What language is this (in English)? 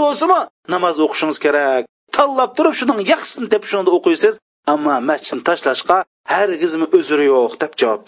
Uyghur